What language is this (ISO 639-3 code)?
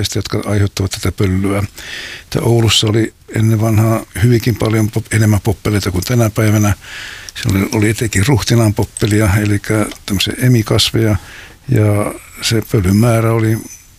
fin